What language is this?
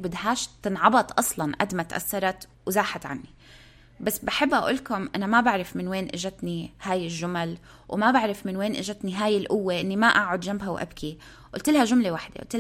North Levantine Arabic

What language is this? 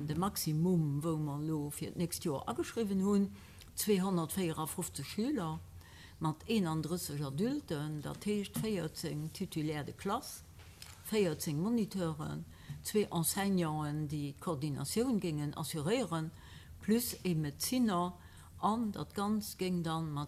Luxembourgish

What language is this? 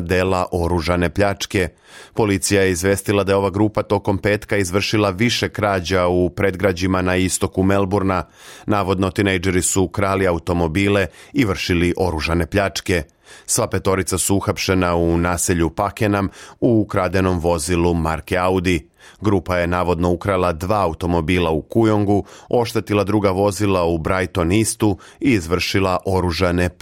Serbian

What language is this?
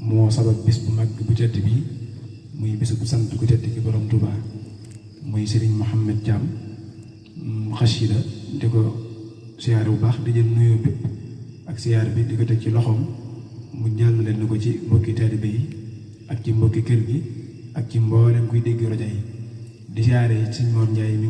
Wolof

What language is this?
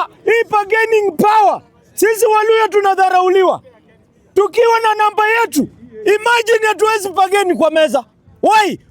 Swahili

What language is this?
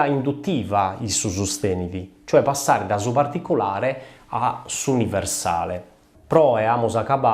Sardinian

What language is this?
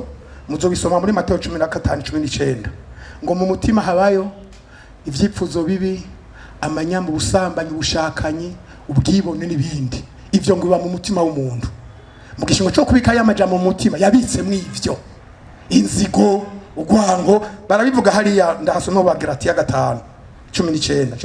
Rundi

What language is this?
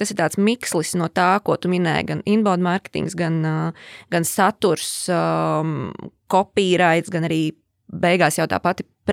Latvian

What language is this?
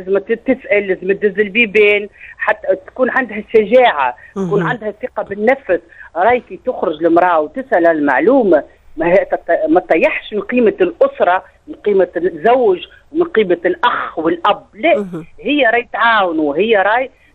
Tunisian Arabic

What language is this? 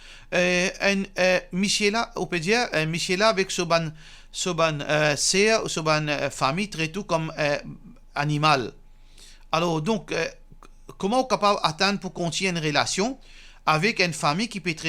Morisyen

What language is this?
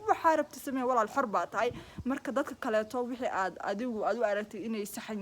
Somali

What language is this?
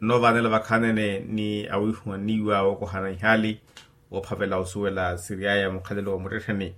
Makhuwa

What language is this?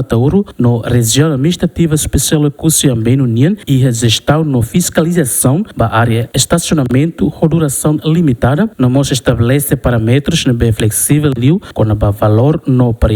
Tetum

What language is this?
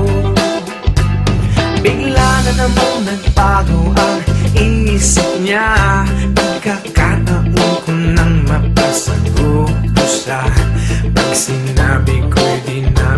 Filipino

